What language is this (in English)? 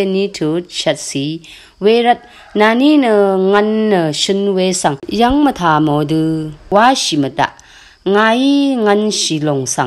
Rawang